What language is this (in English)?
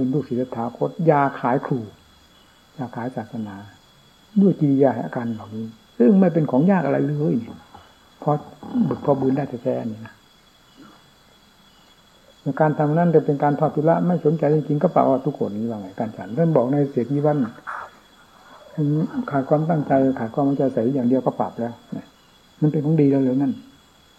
Thai